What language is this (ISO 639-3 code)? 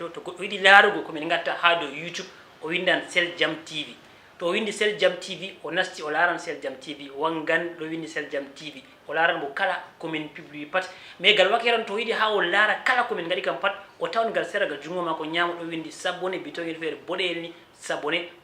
ful